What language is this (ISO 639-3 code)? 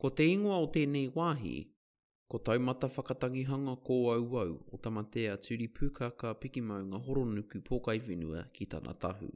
mri